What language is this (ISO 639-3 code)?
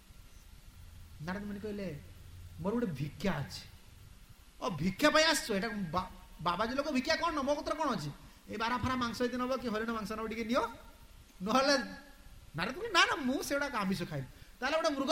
ori